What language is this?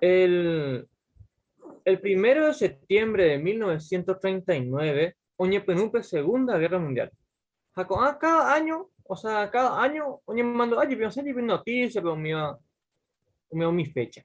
Guarani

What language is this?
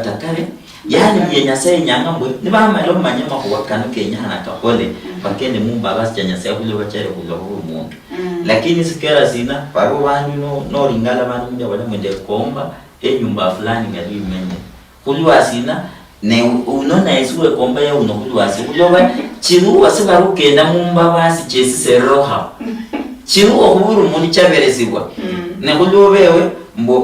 Luyia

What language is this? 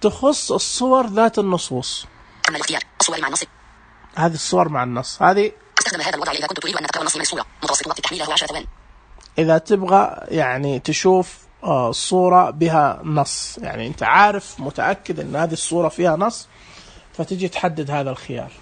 Najdi Arabic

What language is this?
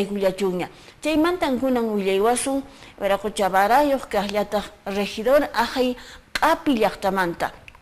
Quechua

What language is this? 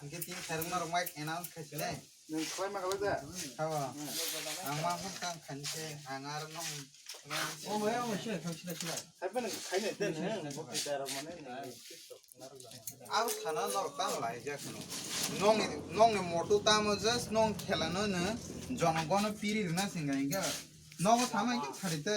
Kok Borok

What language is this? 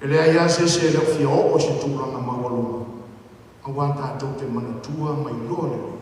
Samoan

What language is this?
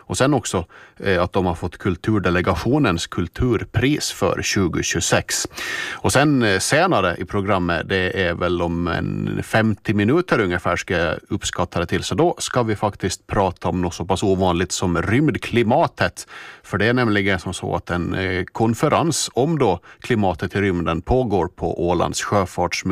Swedish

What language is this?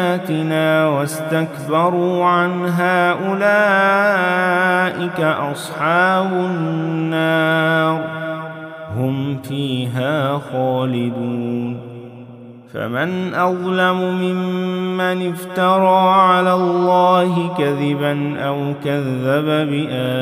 Arabic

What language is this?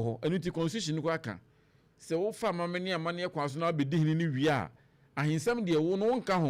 Akan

